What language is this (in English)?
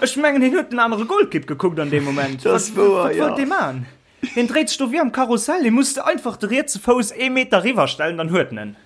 Luxembourgish